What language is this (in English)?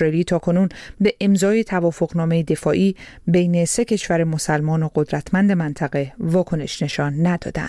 Persian